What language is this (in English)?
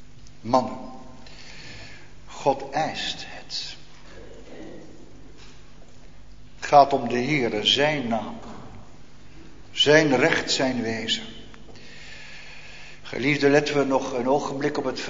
Dutch